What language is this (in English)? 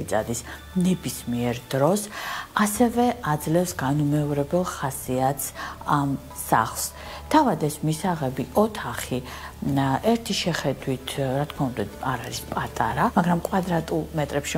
Georgian